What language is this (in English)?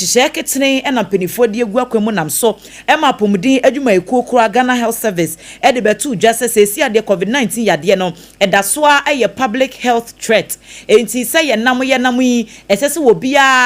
Akan